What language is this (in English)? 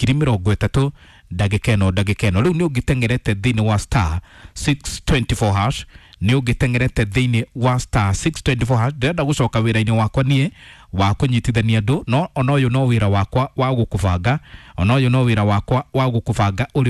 Kikuyu